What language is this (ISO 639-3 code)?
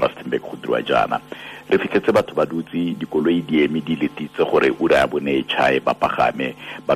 tsn